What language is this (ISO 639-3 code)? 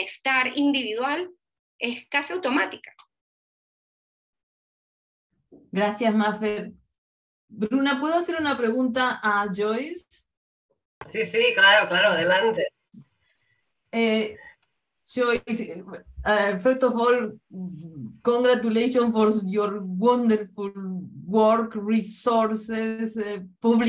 spa